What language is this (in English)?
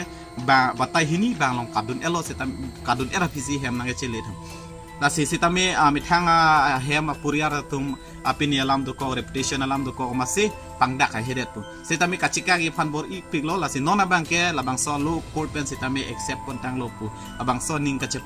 Karbi